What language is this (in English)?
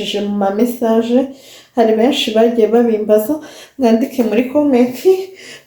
Kinyarwanda